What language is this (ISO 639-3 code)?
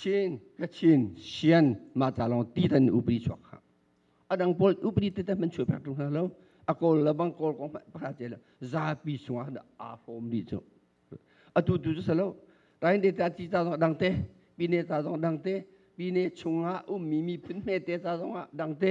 cnh